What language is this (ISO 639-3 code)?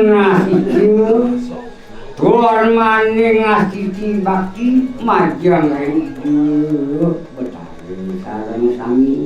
ban